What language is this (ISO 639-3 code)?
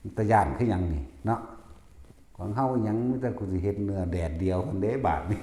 tts